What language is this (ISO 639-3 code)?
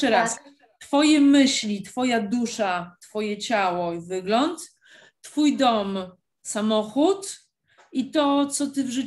pol